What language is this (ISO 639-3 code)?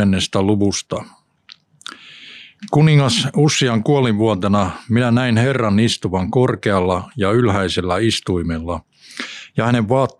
fin